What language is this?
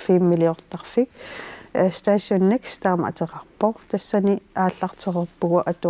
Kalaallisut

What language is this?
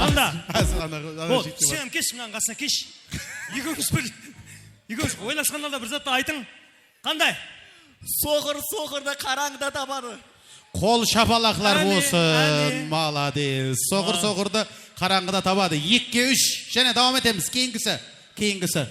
Kara-Kalpak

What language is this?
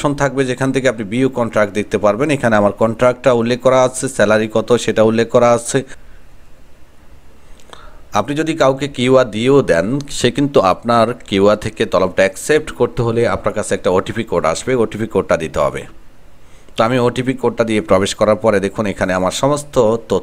Bangla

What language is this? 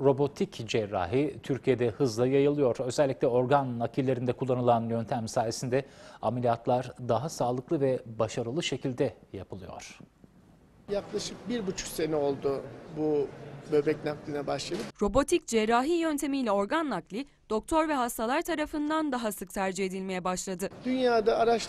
Turkish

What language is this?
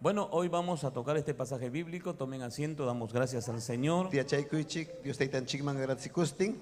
Ayacucho Quechua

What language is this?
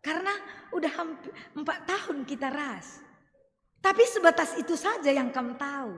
Batak Karo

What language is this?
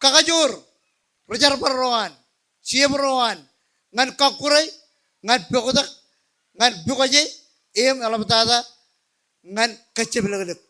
Marshallese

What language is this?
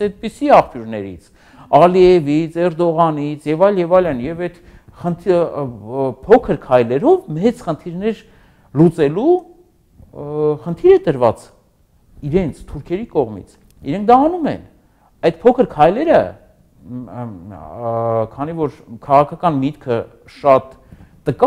Armenian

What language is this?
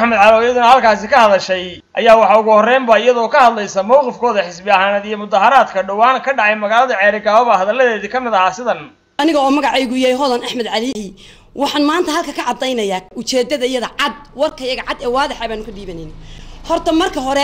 Somali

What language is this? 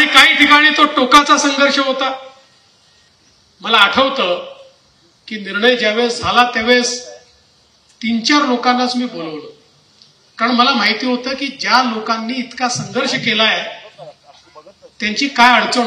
Marathi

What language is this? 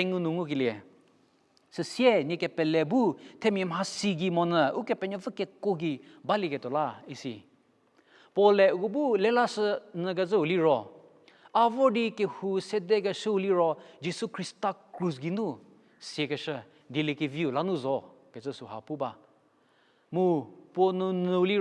Angami Naga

